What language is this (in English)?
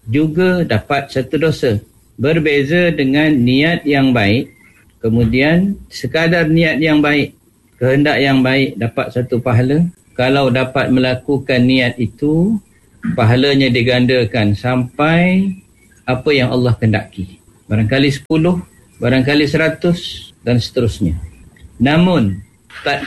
Malay